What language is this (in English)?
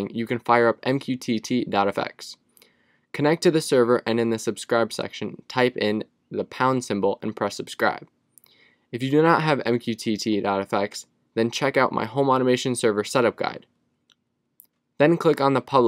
English